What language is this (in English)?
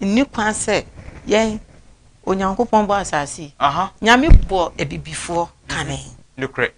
Akan